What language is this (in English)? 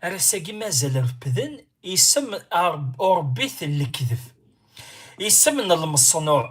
Kabyle